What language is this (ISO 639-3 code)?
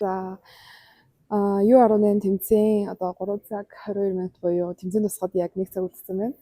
mon